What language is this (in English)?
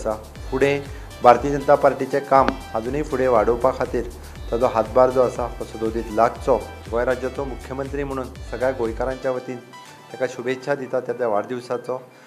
Konkani